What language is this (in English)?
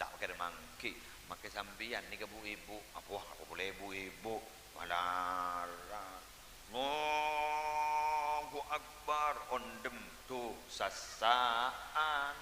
Madurese